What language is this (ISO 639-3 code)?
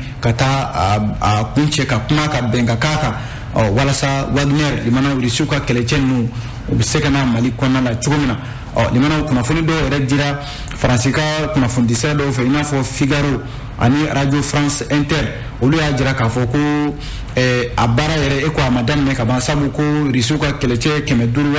bam